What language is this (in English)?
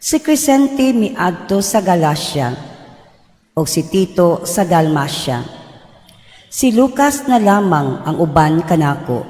Cebuano